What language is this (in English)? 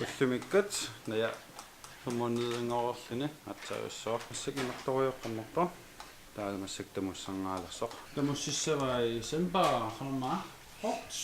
Kalaallisut